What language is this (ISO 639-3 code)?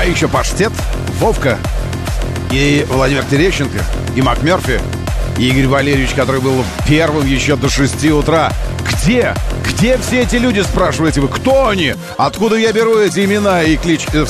rus